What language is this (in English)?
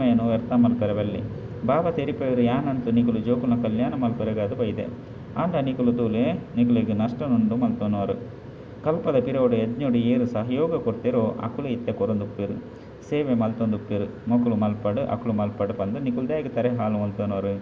Tulu